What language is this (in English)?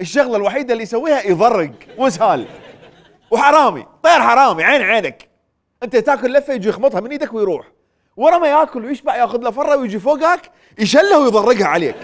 Mesopotamian Arabic